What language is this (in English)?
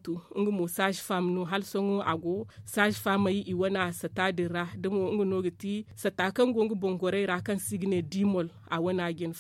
Zarma